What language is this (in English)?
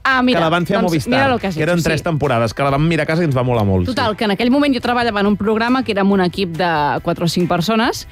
Catalan